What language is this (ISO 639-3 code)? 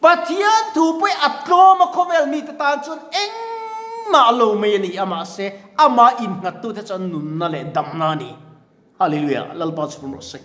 lus